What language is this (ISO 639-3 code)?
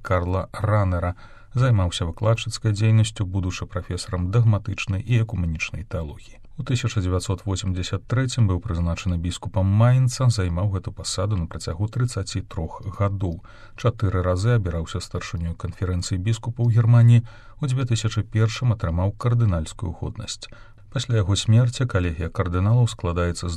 bel